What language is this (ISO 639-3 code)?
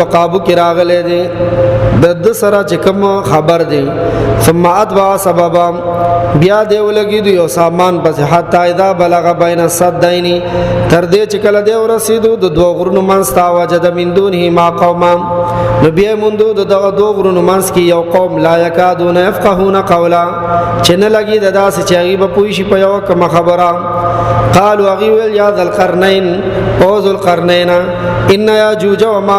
pus